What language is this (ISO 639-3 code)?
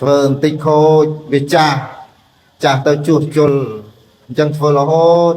khm